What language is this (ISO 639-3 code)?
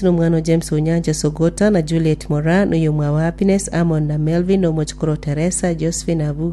guz